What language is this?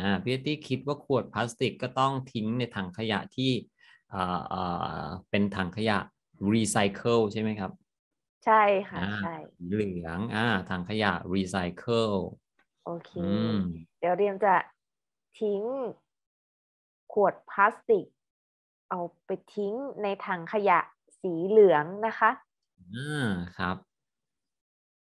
Thai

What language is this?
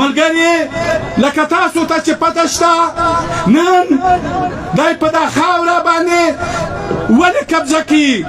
Pashto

